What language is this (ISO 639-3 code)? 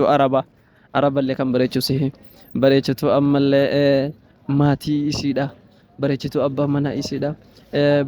orm